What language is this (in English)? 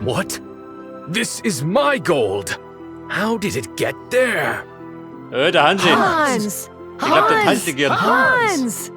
Bavarian